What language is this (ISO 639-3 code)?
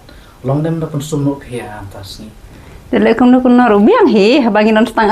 kha